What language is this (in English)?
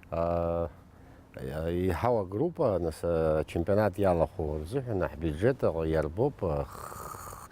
Abkhazian